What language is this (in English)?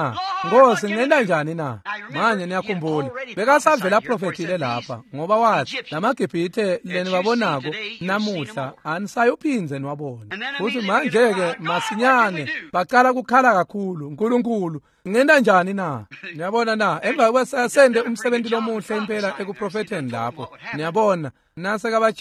Swati